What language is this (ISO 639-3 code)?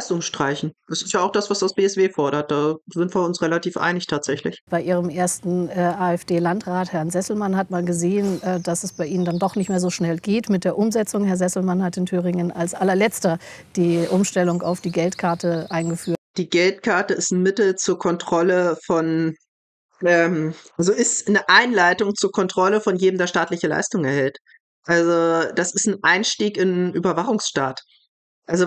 deu